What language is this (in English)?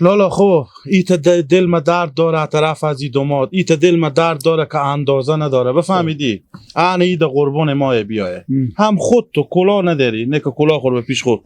Hazaragi